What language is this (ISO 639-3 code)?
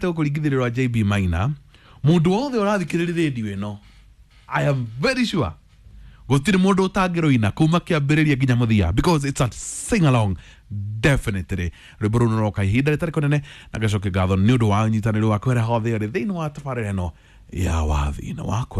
kik